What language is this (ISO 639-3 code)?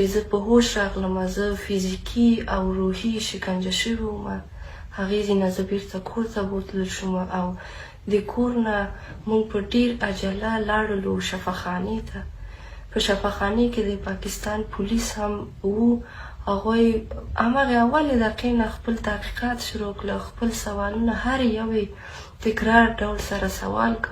pus